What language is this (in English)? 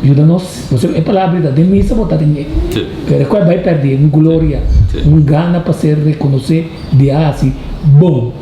Papiamento